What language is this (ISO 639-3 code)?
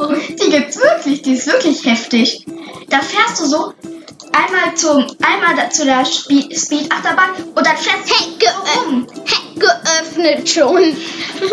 deu